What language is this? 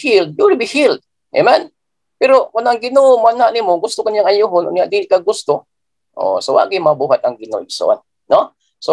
Cebuano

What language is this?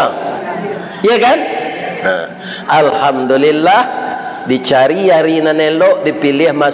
Minangkabau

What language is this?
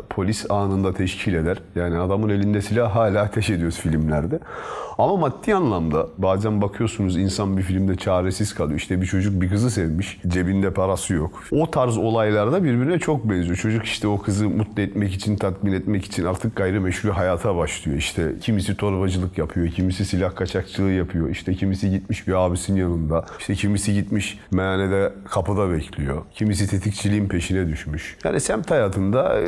Turkish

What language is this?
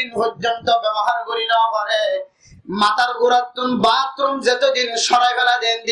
Rohingya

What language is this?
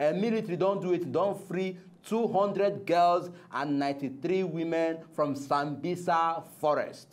Nigerian Pidgin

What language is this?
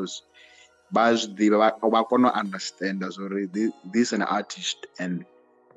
Venda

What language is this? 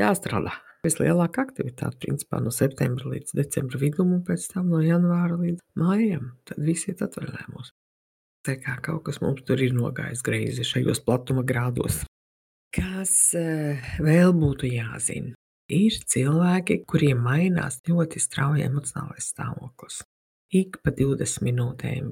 Latvian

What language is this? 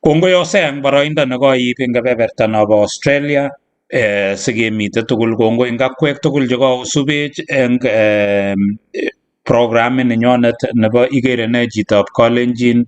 Kalenjin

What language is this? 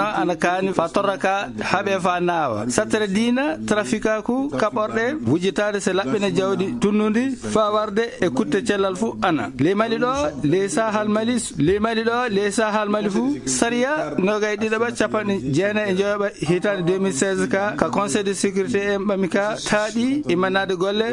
Fula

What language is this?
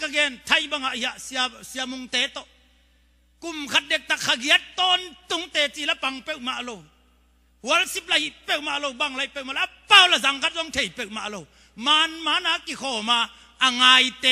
Tedim Chin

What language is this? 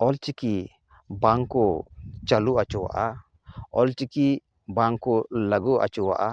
Santali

